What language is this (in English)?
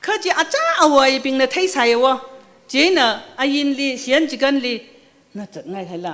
Tangkhul Naga (India)